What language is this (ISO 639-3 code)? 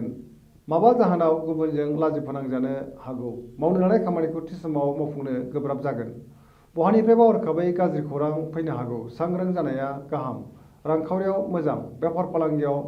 brx